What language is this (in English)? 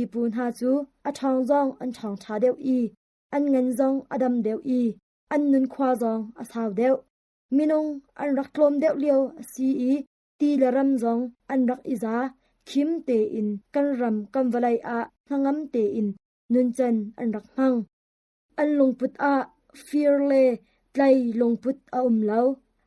Hakha Chin